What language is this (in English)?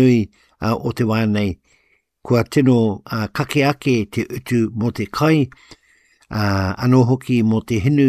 Māori